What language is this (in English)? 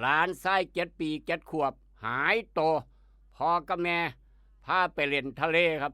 Lao